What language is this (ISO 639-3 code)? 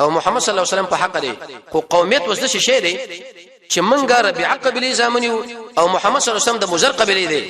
pus